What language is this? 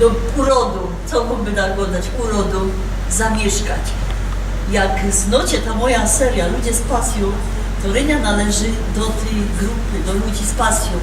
Silesian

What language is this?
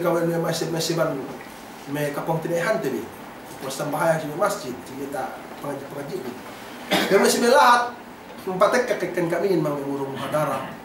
Yakan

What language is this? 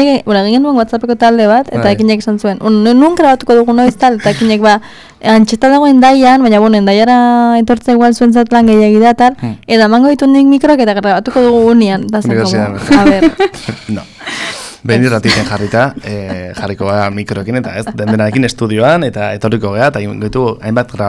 Basque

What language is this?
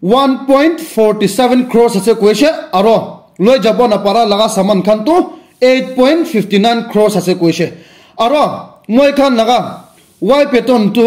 Naga Pidgin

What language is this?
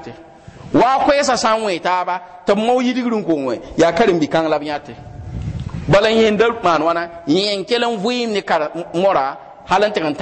Mossi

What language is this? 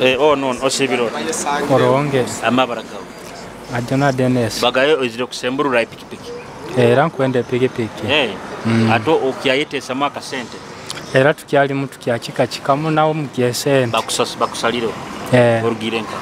Nyoro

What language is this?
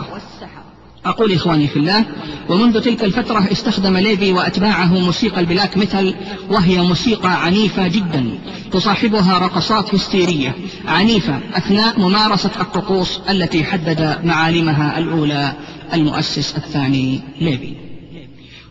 Arabic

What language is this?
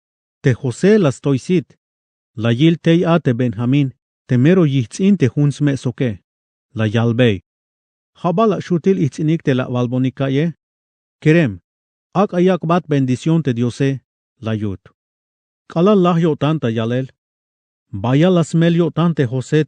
Tzeltal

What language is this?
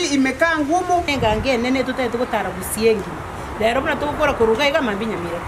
Gusii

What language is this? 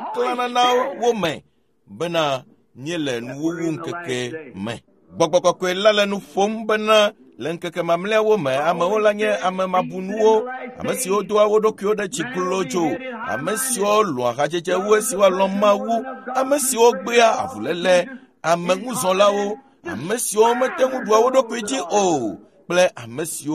Ewe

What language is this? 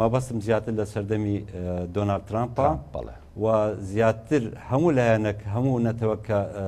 Central Kurdish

